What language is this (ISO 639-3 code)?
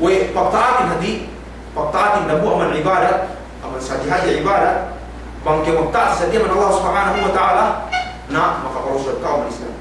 yka